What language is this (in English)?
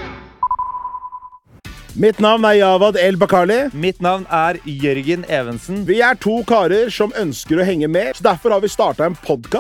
Norwegian